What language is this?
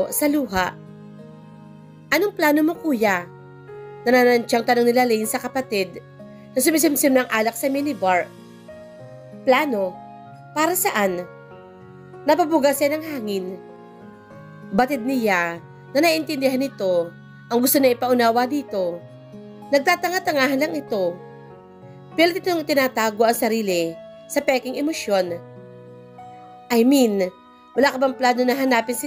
Filipino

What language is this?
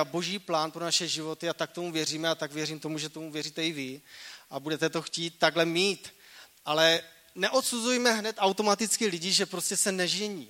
Czech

